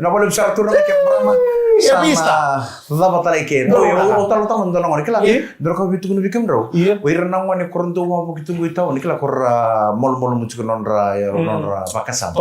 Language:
Fijian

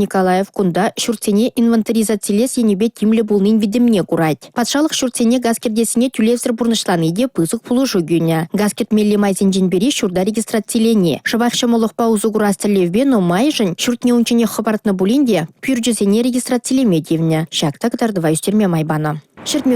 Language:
Chuvash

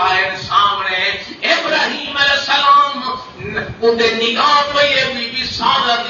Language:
Saraiki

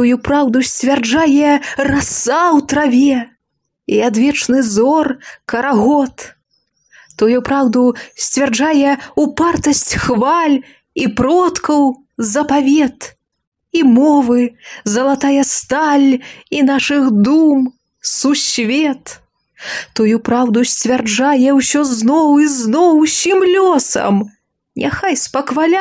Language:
Belarusian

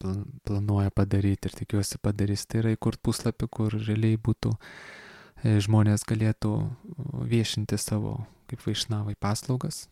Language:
Lithuanian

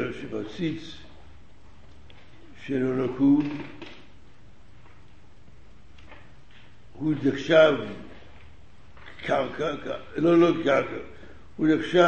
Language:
Hebrew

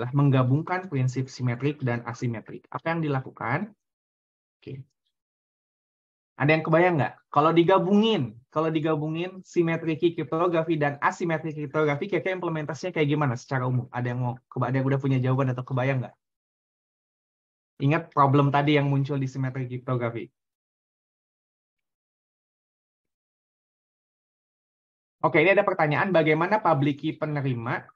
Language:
Indonesian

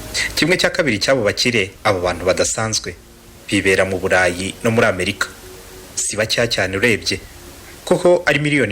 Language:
Kinyarwanda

